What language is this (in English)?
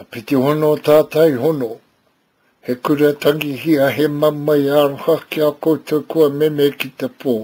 Māori